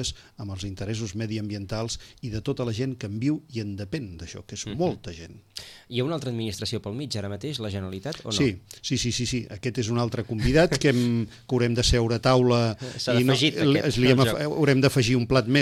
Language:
Catalan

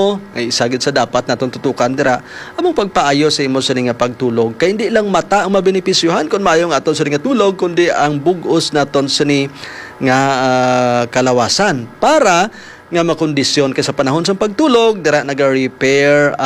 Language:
Hiligaynon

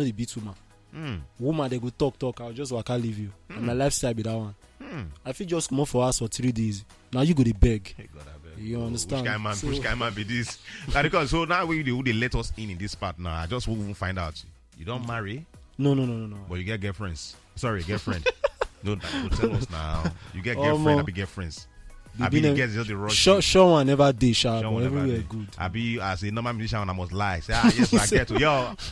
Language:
Nigerian Pidgin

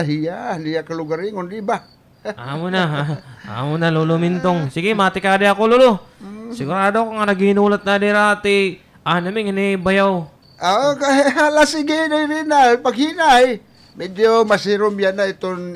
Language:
Waray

